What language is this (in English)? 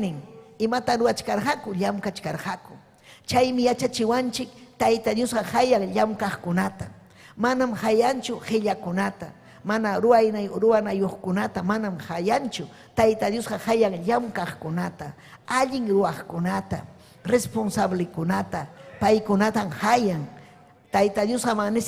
Ayacucho Quechua